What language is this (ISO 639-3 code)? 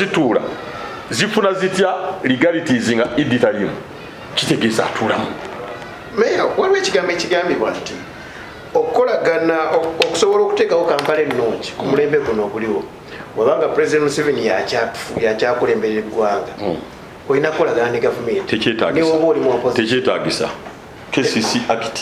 lug